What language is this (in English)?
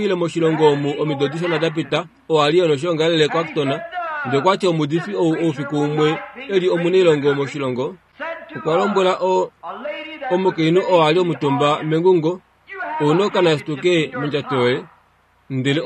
Kuanyama